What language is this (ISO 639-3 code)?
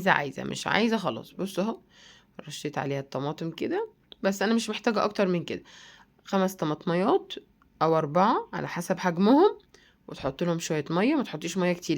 arz